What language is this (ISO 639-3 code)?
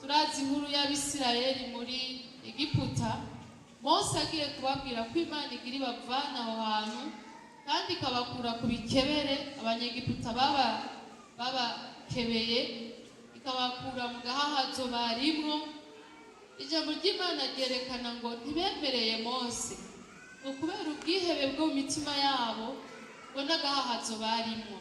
run